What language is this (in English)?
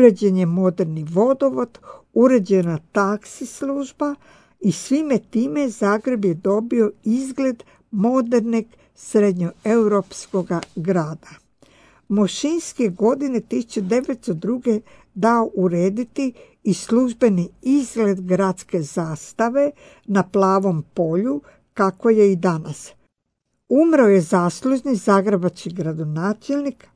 Croatian